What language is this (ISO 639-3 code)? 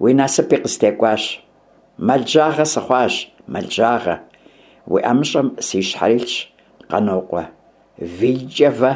kbd